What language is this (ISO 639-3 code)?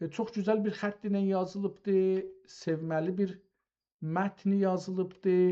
azb